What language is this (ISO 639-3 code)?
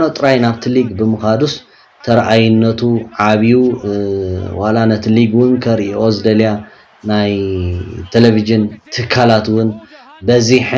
tir